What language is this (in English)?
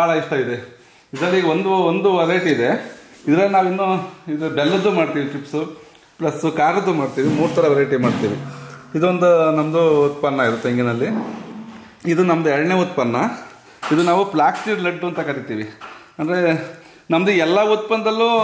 Kannada